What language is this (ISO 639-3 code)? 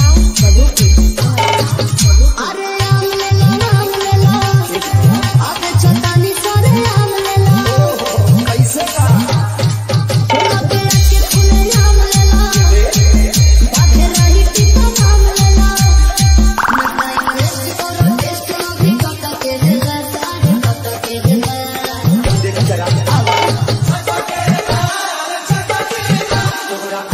bho